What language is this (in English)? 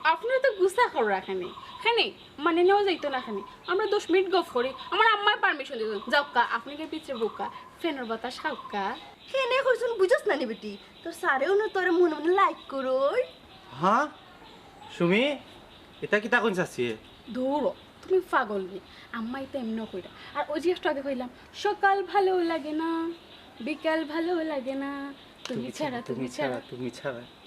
Sylheti